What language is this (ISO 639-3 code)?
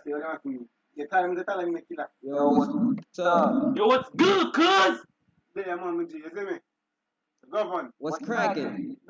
jam